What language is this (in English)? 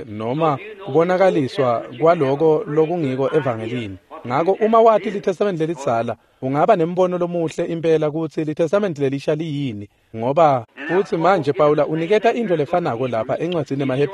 Swati